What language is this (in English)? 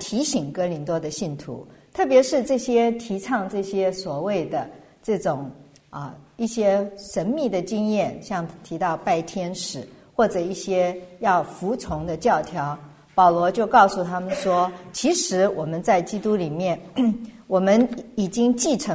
Chinese